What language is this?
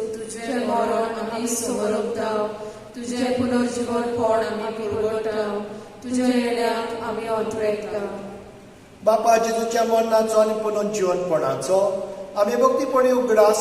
Konkani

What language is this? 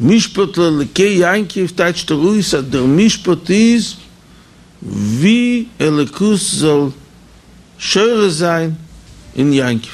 Yiddish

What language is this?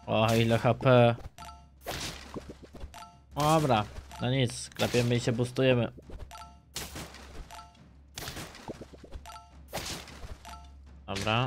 Polish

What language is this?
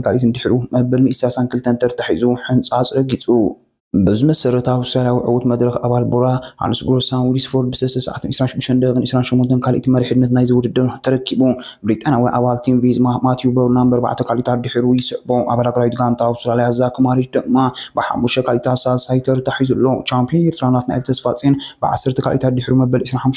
Tigrinya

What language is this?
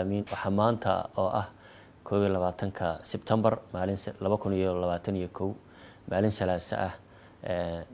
Somali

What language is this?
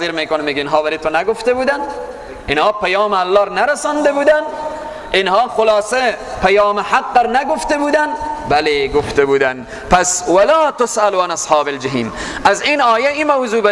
Persian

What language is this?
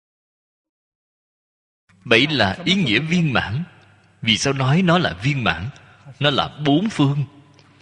Vietnamese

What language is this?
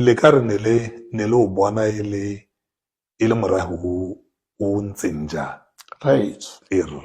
Tswana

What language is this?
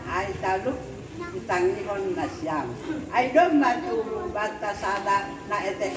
Batak Simalungun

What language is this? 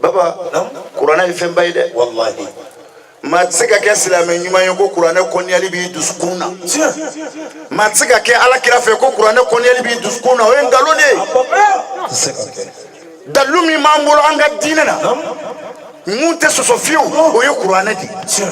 Bambara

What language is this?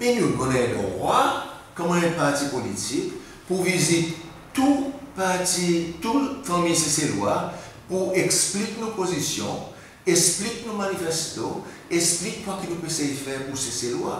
Seselwa Creole French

